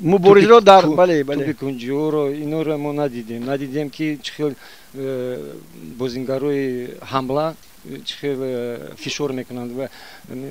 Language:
Tajik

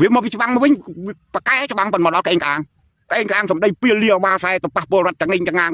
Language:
Khmer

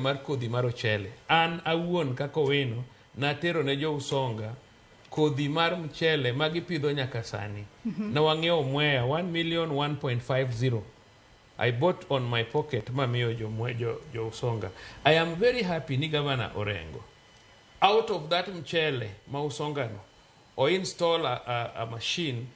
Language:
Luo (Kenya and Tanzania)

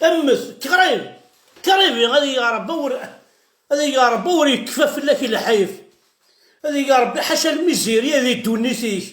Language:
Kabyle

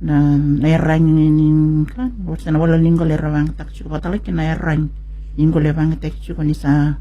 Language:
Fijian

